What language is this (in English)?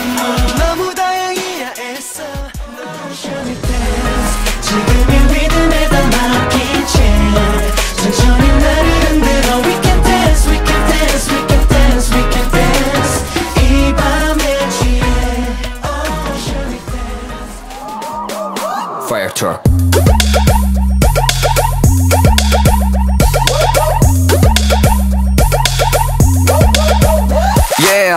Korean